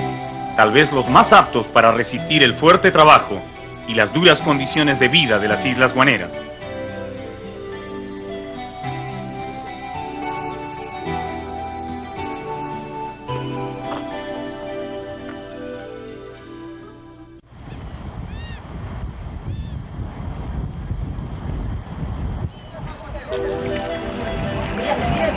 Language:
Spanish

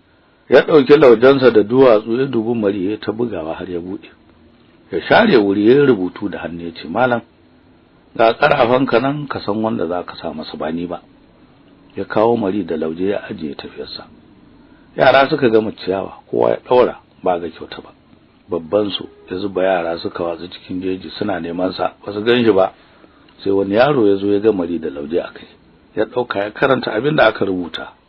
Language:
Hausa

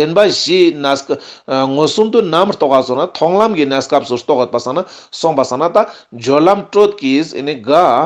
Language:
Ladakhi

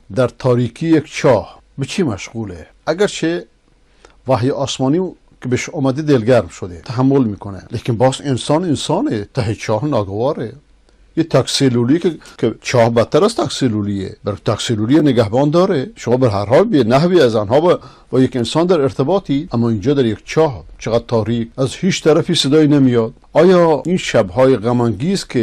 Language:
Persian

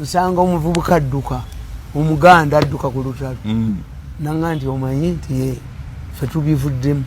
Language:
Ganda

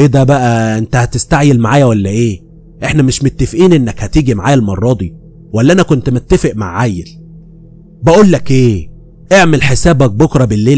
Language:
Egyptian Arabic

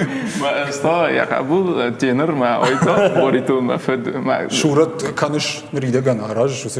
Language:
Ossetic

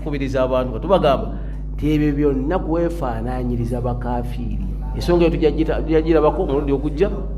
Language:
Ganda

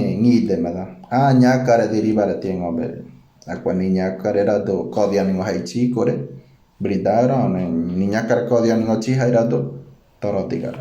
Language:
Ngäbere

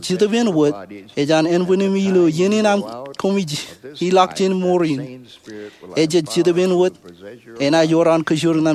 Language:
Marshallese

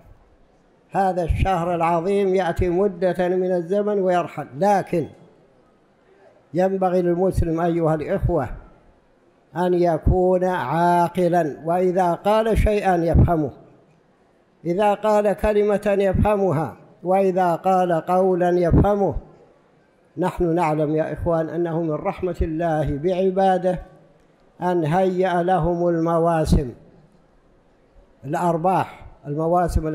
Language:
Arabic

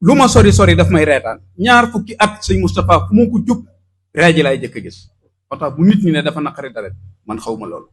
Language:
Wolof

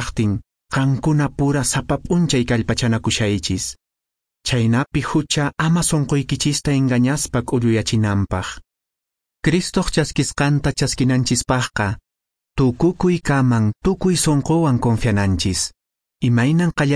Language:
Quechua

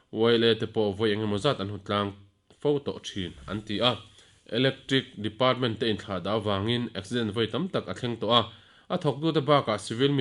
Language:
Mizo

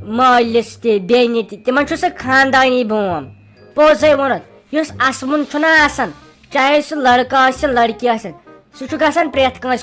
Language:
Kashmiri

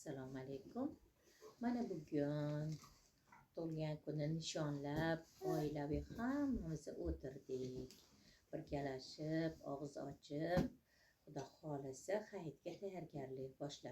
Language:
Uzbek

